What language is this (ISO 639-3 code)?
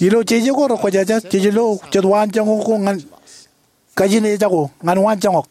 mah